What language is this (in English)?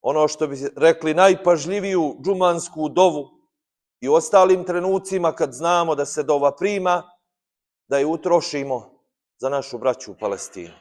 Bosnian